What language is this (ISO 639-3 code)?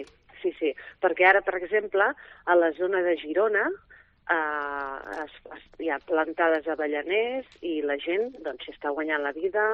cat